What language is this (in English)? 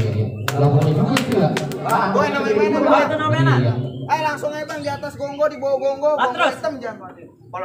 Betawi